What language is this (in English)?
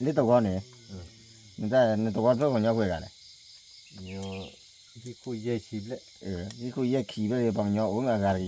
S'gaw Karen